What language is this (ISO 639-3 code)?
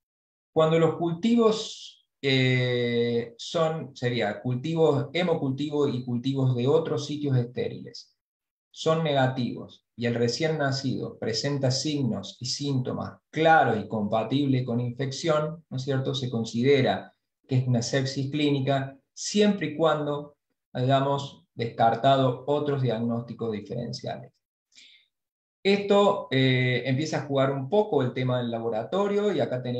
spa